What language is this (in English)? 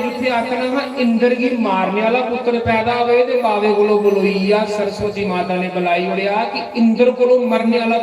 Dogri